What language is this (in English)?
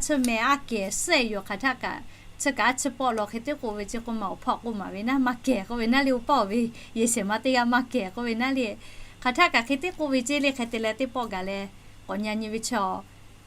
Lahu